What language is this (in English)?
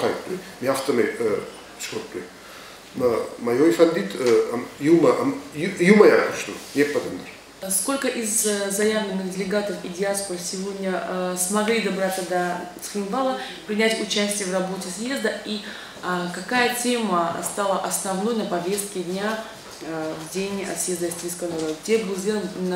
Ossetic